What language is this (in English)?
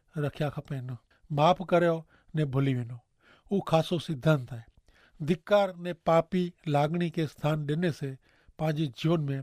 Kachhi